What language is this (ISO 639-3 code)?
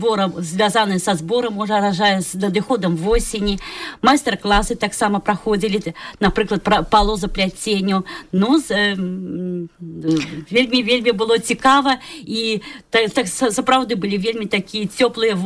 bel